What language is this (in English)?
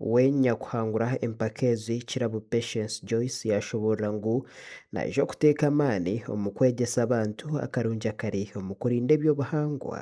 Nyankole